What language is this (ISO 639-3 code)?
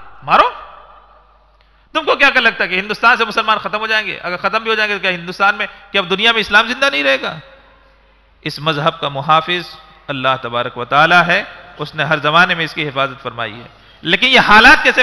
urd